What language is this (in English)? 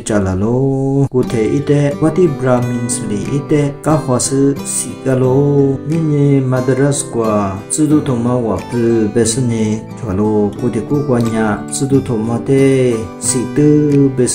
Lisu